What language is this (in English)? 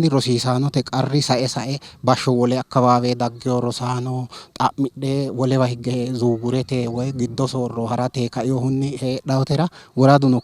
Sidamo